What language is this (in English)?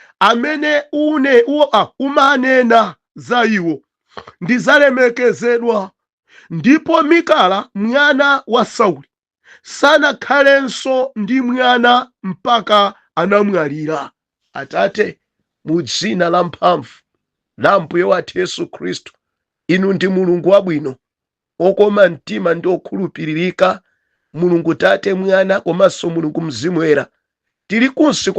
Nyanja